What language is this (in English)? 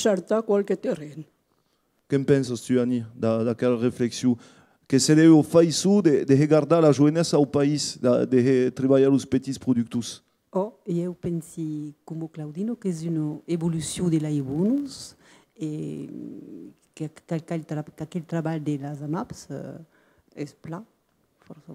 Occitan